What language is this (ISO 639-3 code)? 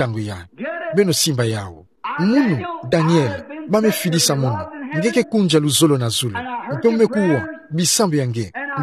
ktu